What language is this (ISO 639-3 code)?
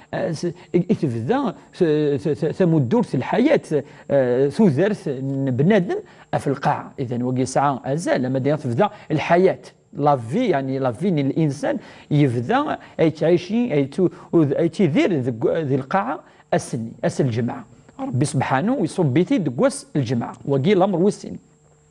kab